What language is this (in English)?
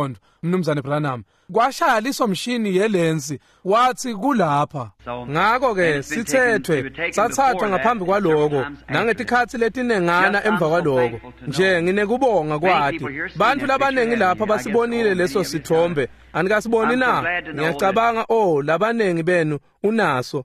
Swati